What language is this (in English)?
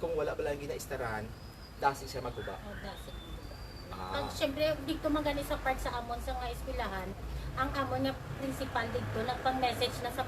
Hiligaynon